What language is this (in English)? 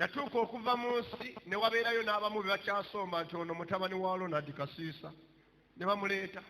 Ganda